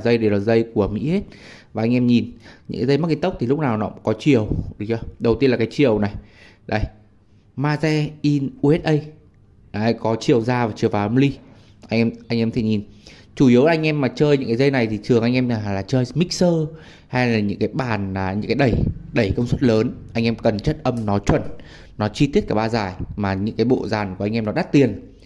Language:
Vietnamese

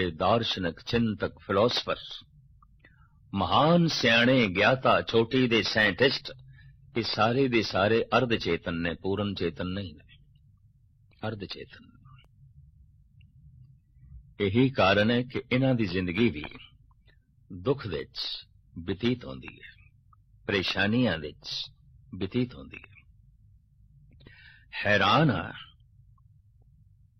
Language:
Punjabi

